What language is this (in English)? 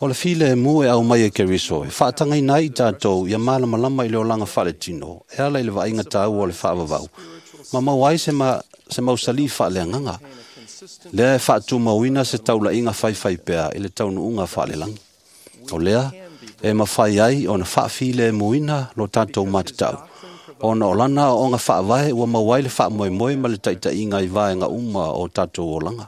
Samoan